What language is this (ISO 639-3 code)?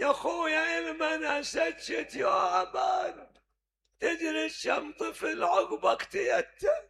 acm